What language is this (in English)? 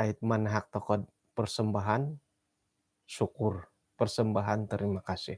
Central Dusun